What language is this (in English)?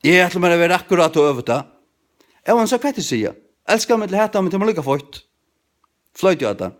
Faroese